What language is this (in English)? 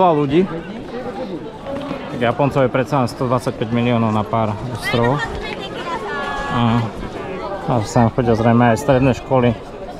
Slovak